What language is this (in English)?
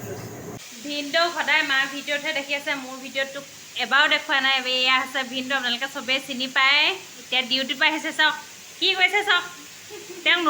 Assamese